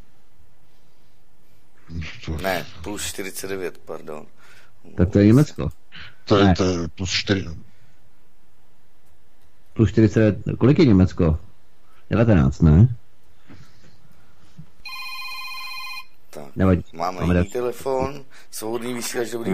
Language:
Czech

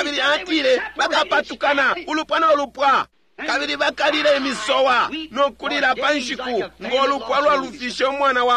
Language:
Bemba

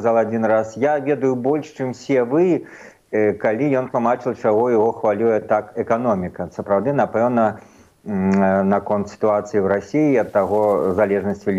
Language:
Belarusian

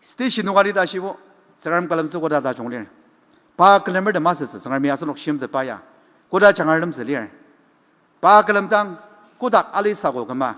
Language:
Ao Naga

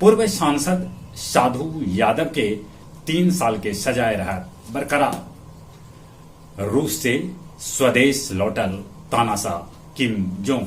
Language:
Magahi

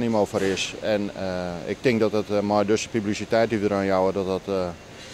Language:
Western Frisian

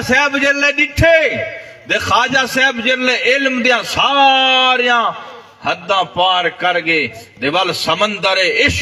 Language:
Saraiki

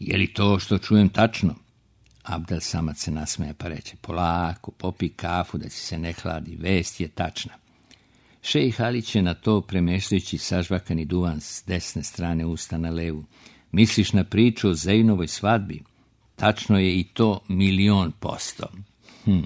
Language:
Serbian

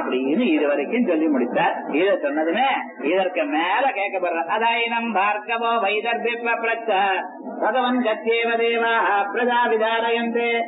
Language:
Tamil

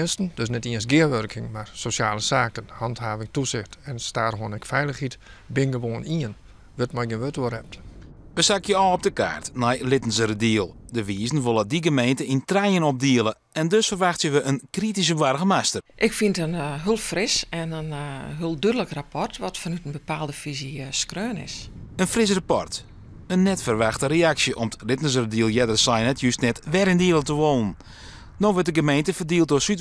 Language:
Western Frisian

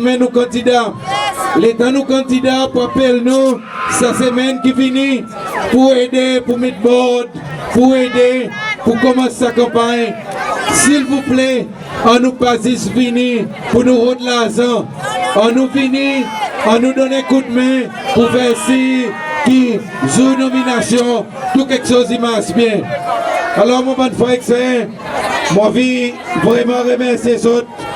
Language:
Seselwa Creole French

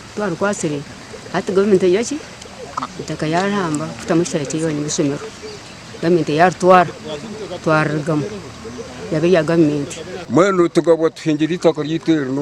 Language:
Nyankole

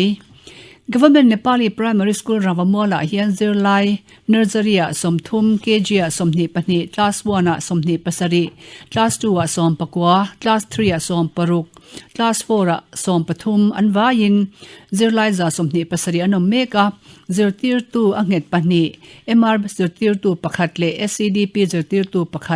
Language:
Mizo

